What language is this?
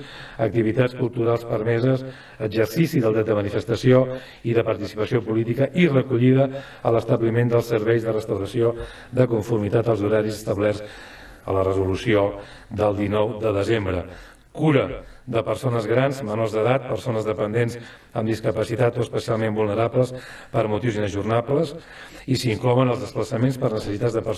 Catalan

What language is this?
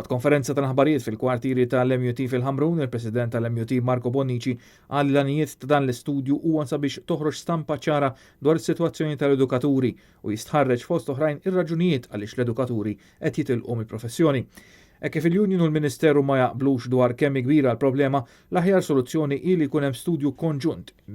Maltese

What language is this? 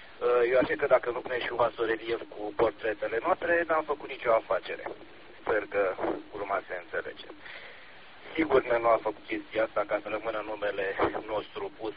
Romanian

